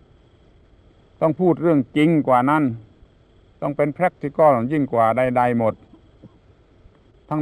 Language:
Thai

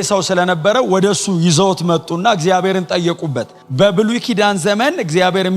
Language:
Amharic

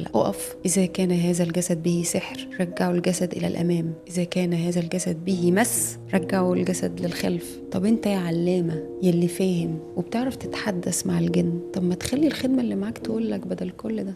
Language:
Egyptian Arabic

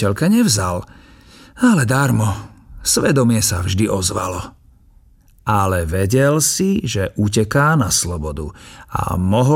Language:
Slovak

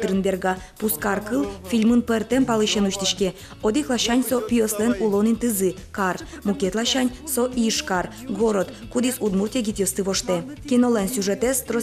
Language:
Udmurt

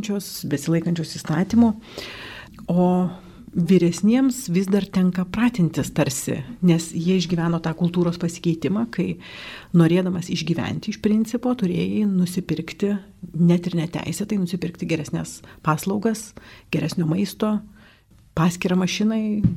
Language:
Lithuanian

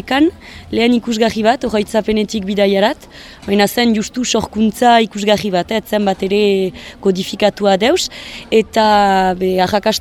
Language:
Basque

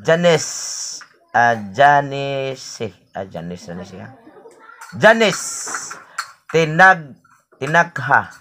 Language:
Cebuano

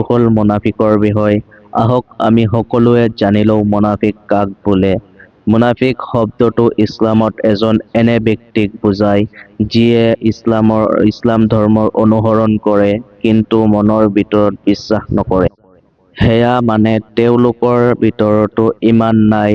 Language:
Assamese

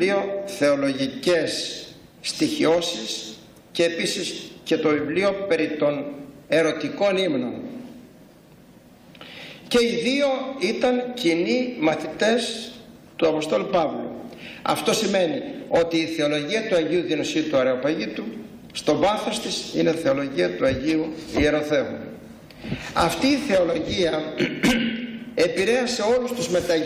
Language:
Greek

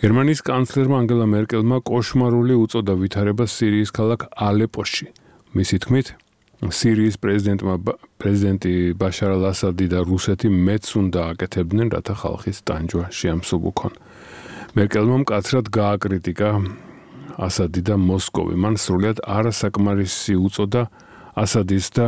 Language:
Georgian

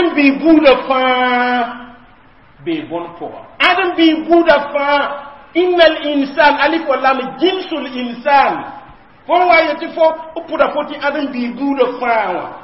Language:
Mossi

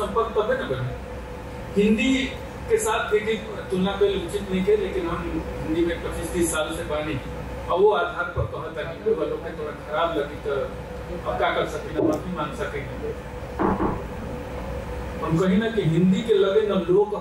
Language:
Bhojpuri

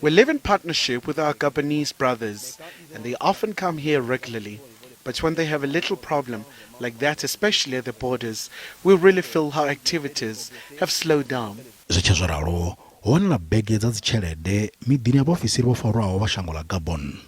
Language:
Venda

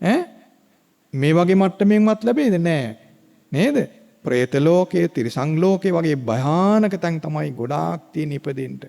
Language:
Sinhala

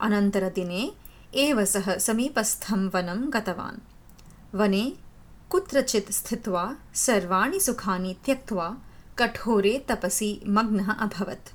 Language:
Sanskrit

